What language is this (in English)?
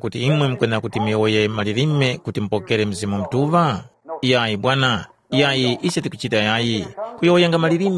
Tumbuka